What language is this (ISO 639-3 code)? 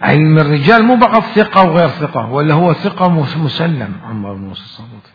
acm